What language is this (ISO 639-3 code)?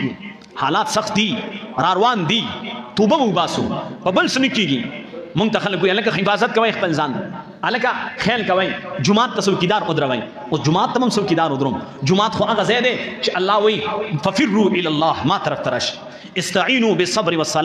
pus